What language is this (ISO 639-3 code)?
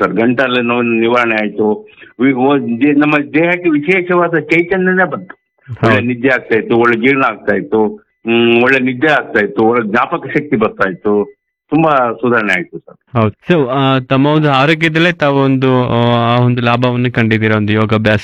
kan